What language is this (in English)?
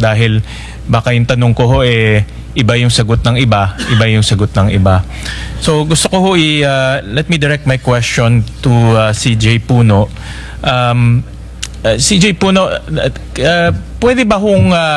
Filipino